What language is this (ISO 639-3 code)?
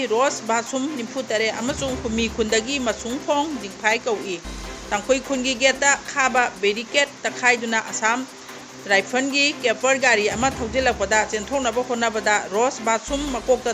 mni